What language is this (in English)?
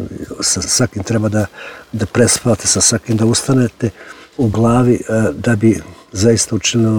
Serbian